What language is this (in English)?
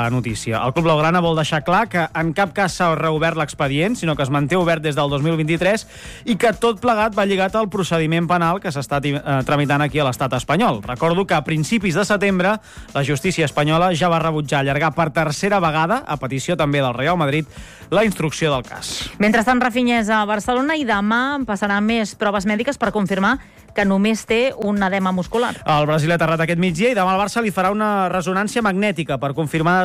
Catalan